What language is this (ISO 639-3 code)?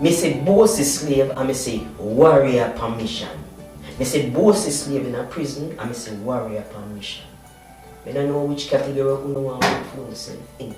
jam